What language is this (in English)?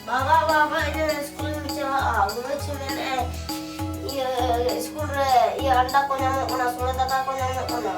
Santali